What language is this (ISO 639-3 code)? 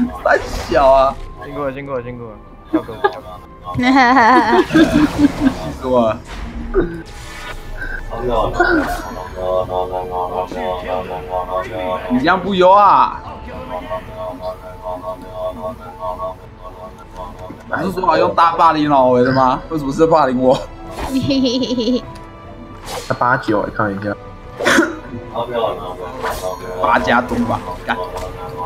zho